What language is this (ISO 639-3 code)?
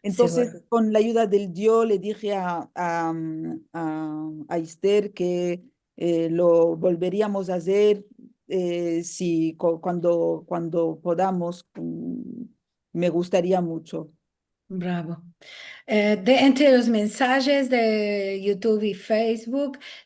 lad